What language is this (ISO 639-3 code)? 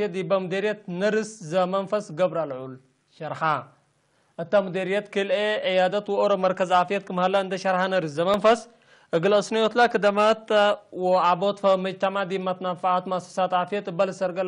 tig